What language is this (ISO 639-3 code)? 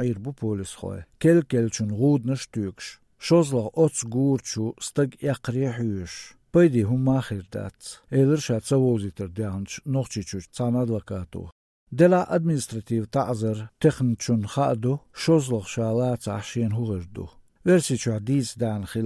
che